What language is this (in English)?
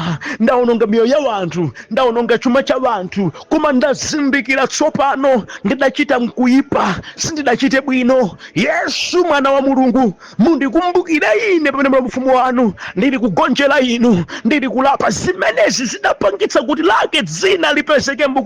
Nyanja